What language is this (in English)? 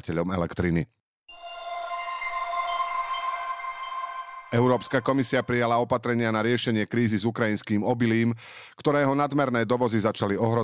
Slovak